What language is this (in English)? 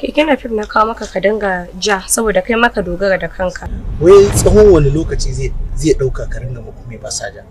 Hausa